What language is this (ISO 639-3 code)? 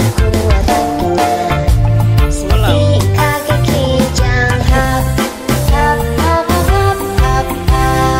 bew